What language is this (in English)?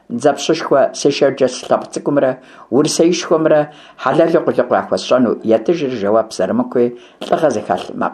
Kabardian